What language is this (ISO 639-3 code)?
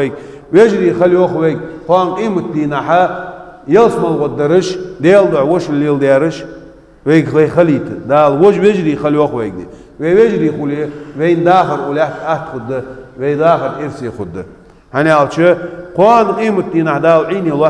inh